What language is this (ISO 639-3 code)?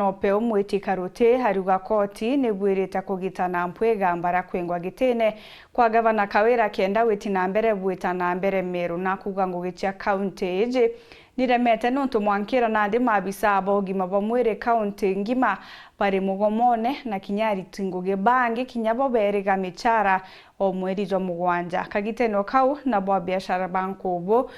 mer